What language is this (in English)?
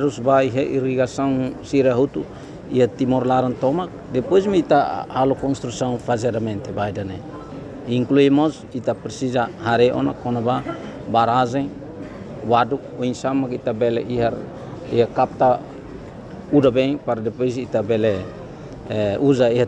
Tetum